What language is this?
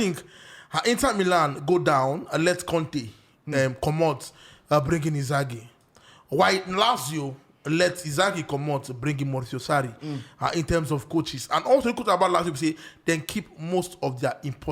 Nigerian Pidgin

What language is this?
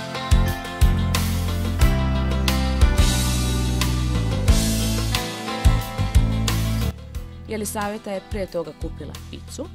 Serbian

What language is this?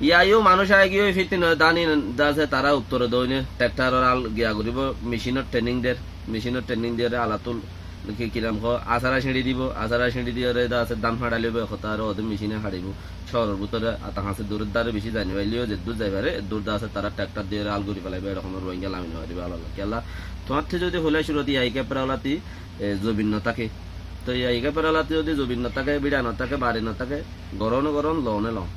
Rohingya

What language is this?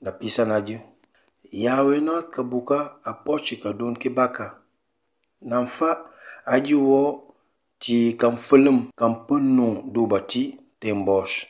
Mankanya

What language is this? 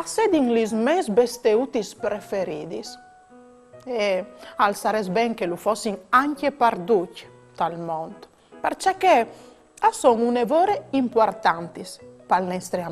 Friulian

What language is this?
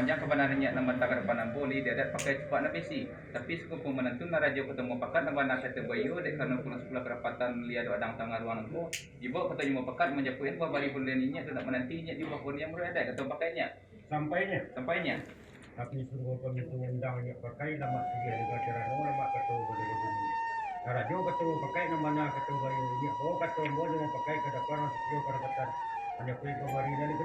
Minangkabau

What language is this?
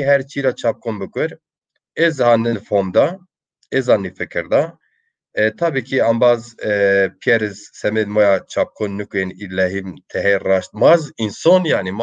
Zaza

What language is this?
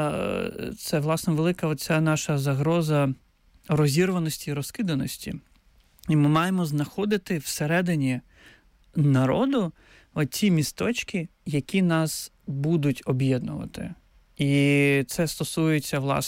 Ukrainian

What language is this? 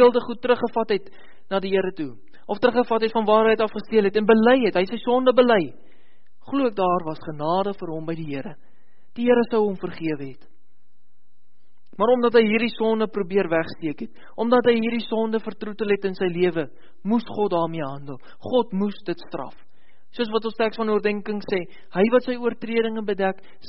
Afrikaans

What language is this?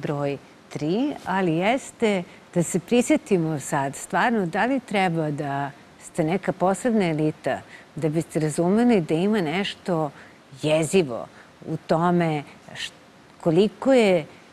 Serbian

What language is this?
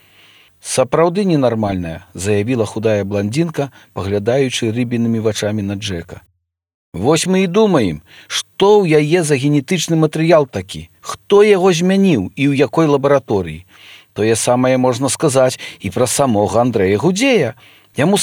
Belarusian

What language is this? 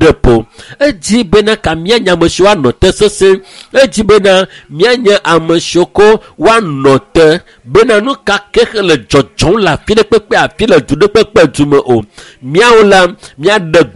Ewe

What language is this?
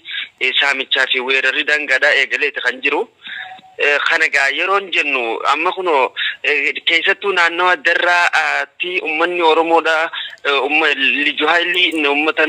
Oromo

